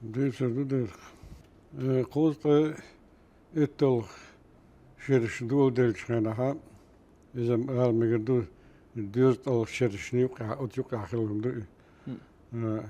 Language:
Chechen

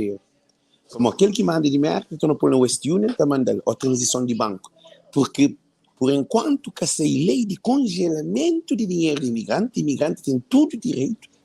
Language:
Kabuverdianu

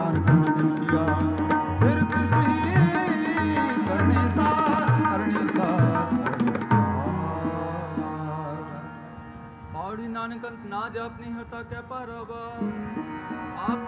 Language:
Punjabi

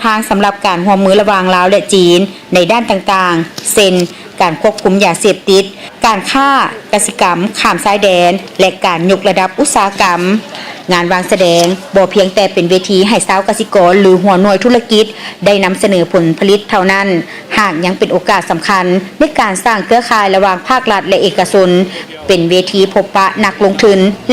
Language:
Lao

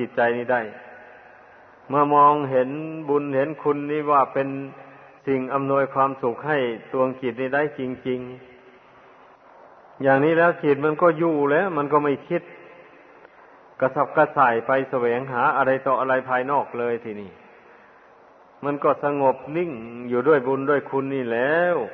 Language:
Thai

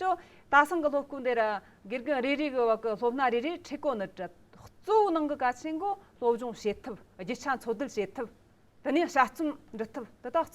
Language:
Amdo Tibetan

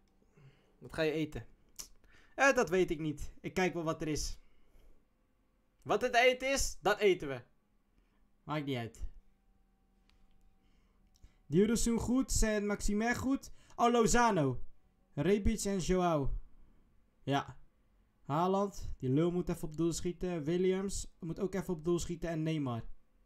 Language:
Dutch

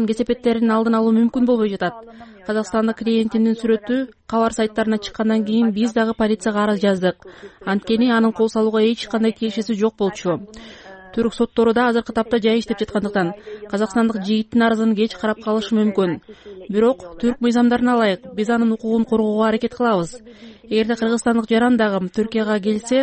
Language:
Kyrgyz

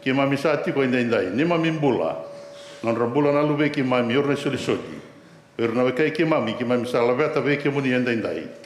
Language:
Fijian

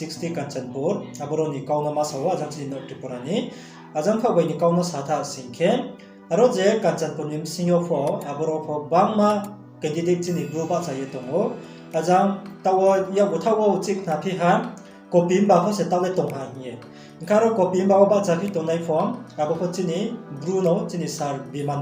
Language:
Riang (India)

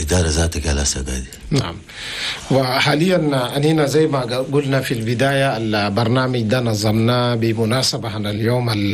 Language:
Chadian Arabic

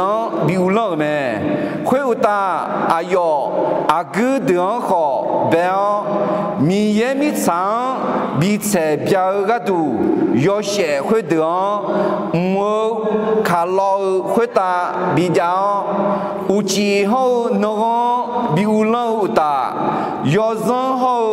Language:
Akha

